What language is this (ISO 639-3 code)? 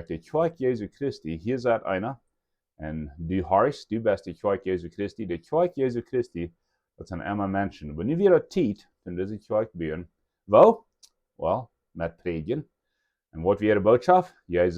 pdt